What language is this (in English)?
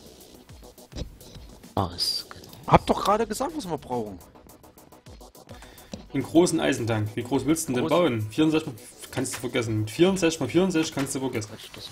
German